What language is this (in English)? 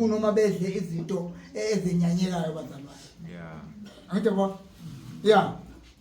Zulu